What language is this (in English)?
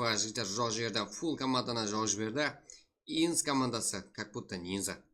Kara-Kalpak